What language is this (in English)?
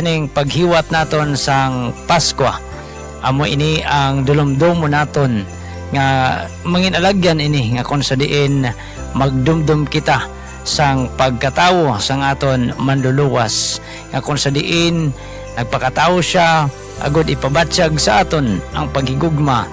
Hiligaynon